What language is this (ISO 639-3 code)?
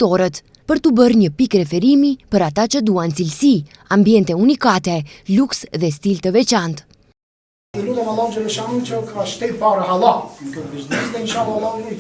sqi